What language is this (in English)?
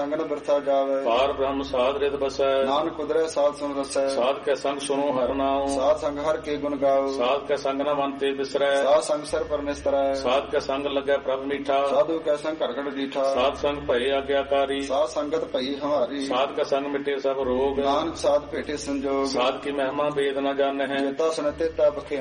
Punjabi